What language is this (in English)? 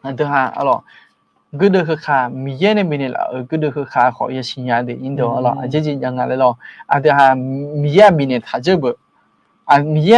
Akha